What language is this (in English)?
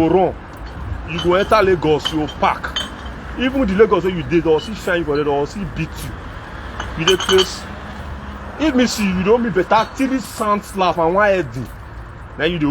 Nigerian Pidgin